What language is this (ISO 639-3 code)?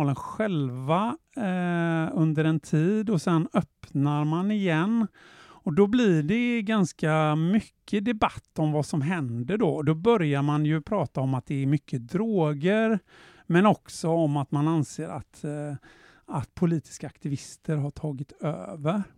swe